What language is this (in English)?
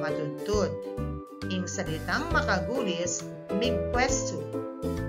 Pampanga